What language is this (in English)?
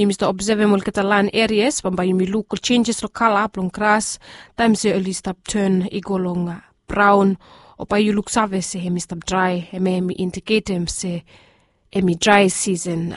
Bislama